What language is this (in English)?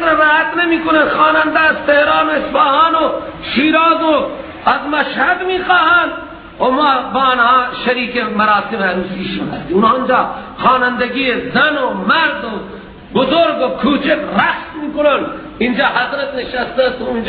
Persian